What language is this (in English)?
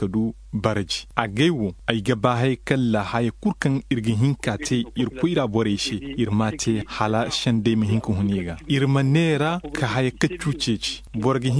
Koyraboro Senni